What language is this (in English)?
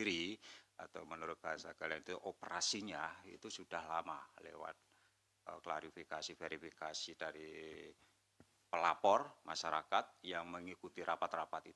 Indonesian